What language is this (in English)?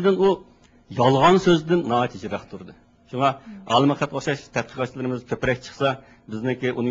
Uyghur